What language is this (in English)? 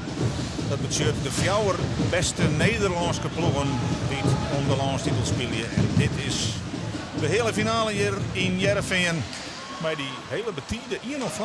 Western Frisian